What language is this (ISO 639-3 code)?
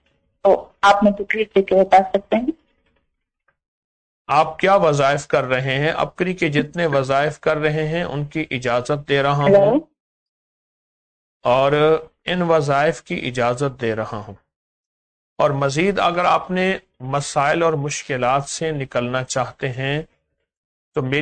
urd